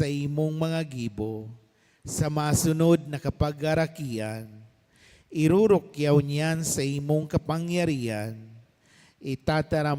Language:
Bikol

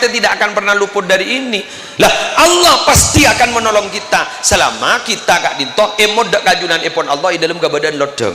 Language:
Madurese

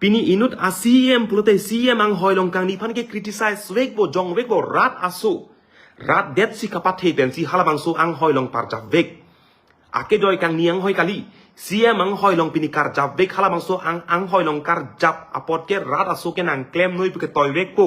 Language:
Karbi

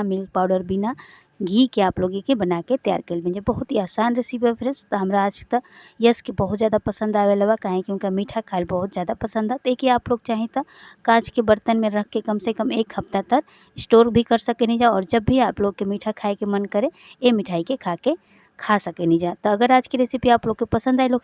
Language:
Bhojpuri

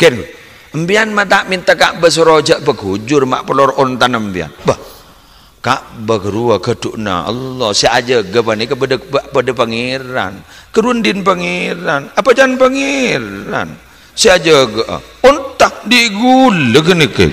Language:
Madurese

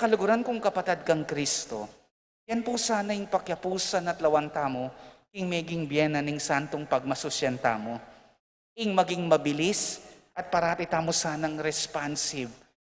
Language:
Pampanga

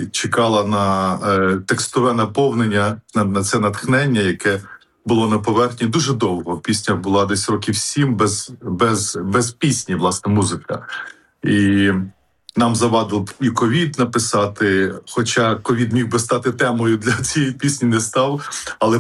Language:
Ukrainian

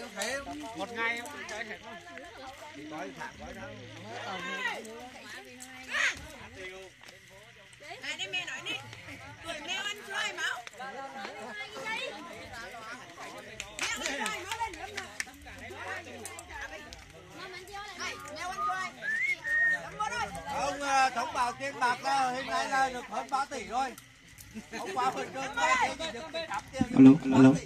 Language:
Vietnamese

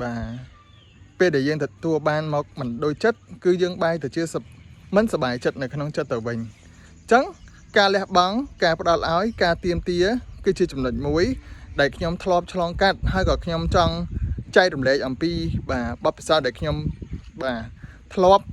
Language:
Khmer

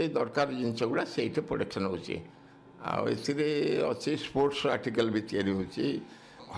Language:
Odia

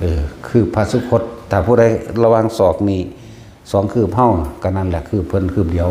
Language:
Northeastern Thai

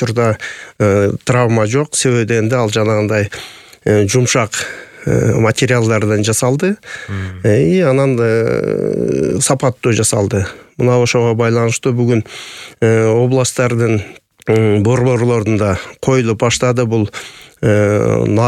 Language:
Kyrgyz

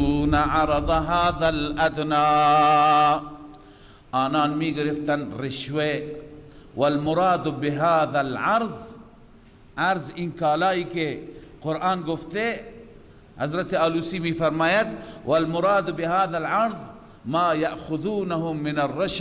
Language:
Persian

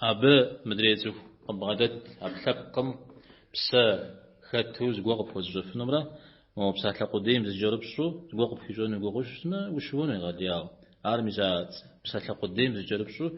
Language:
Kabardian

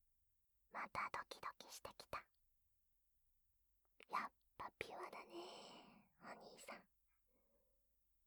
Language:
Japanese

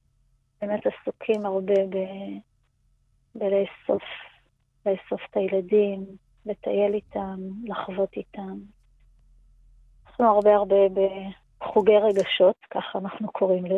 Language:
Hebrew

